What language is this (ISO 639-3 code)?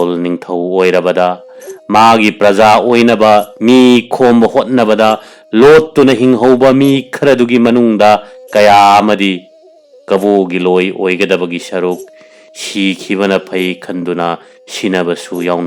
mni